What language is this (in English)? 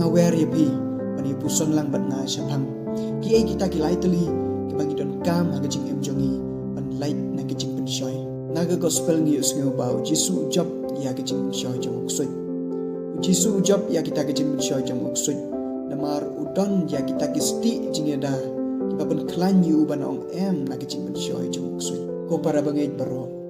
Khasi